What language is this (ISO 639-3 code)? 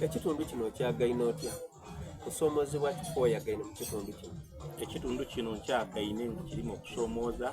xog